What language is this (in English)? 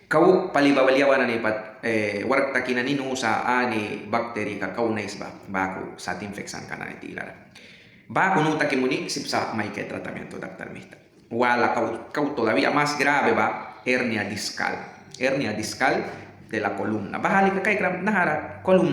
Mískito